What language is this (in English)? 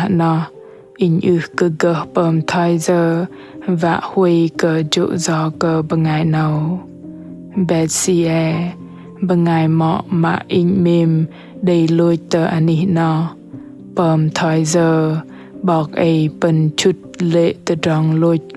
Bahnar